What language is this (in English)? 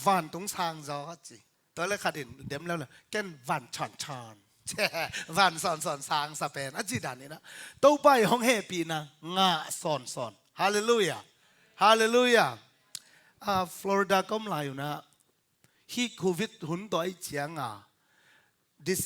Tedim Chin